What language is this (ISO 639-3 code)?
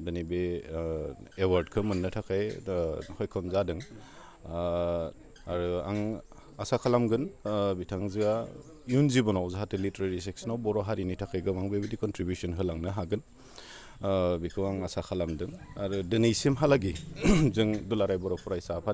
brx